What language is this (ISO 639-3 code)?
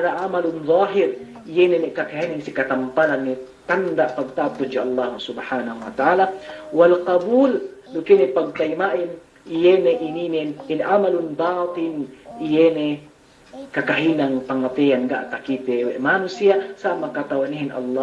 yka